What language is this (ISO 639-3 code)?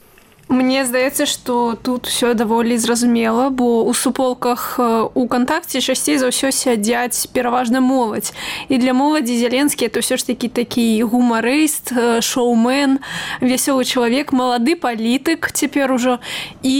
bel